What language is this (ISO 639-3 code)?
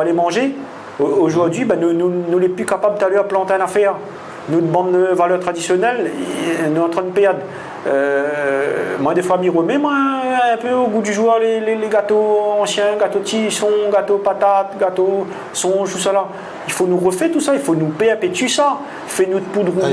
rcf